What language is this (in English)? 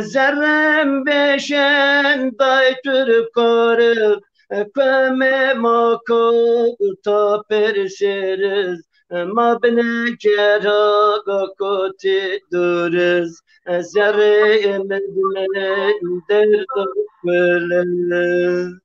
Zaza